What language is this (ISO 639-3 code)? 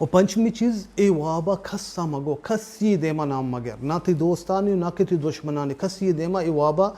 bal